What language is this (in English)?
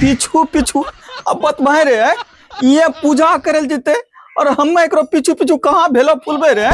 Angika